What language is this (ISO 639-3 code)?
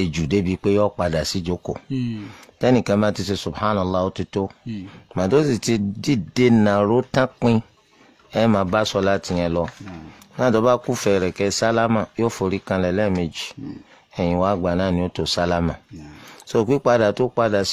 yor